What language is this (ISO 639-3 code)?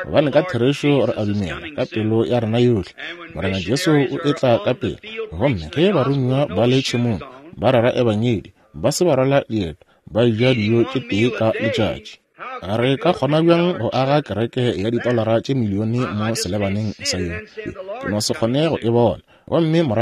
nso